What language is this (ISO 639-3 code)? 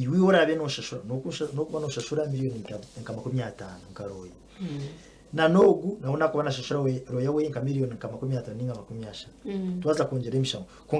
nyn